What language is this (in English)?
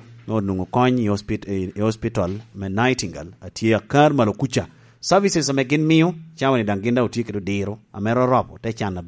Lango (Uganda)